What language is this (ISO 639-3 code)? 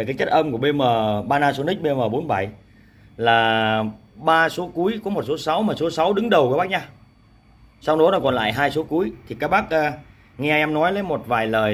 vie